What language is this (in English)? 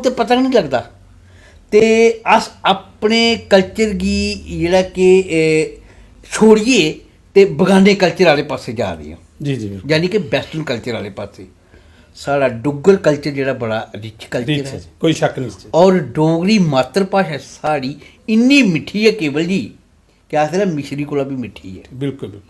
Dogri